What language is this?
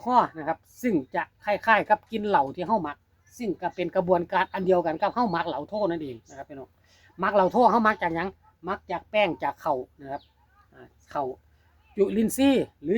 Northeastern Thai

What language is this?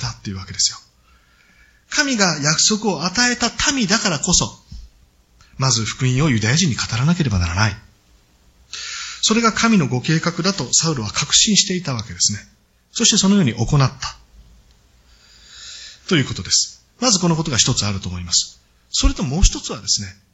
Japanese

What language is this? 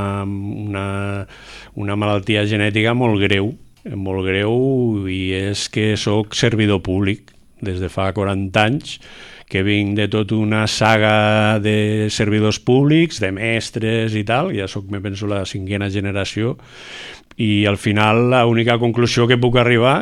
Catalan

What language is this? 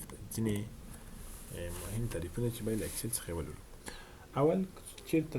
Pashto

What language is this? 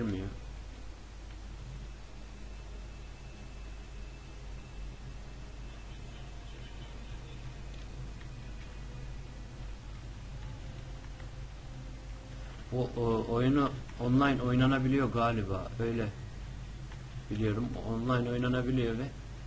Turkish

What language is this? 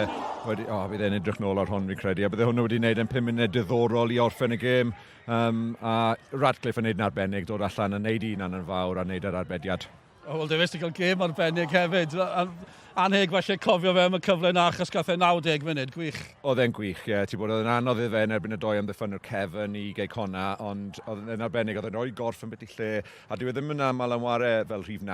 Welsh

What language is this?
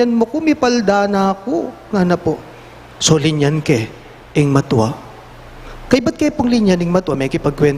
Pampanga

